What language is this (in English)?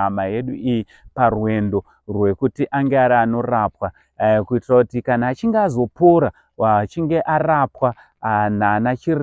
Shona